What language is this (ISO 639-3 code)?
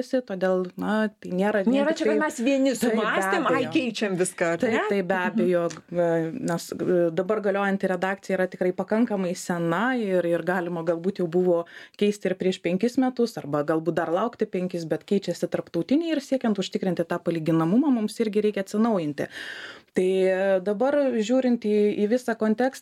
lit